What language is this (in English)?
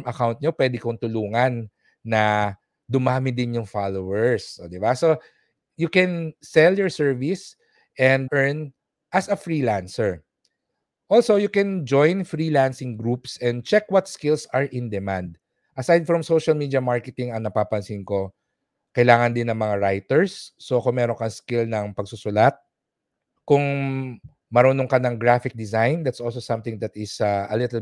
Filipino